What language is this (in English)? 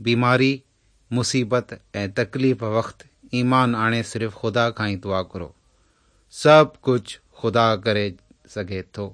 Sindhi